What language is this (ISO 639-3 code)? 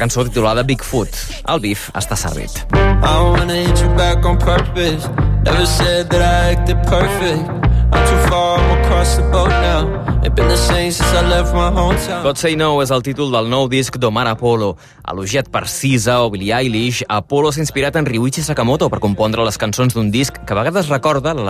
cat